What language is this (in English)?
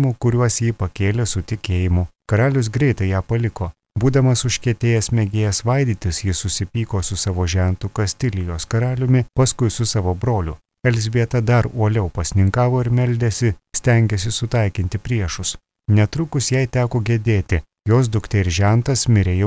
Lithuanian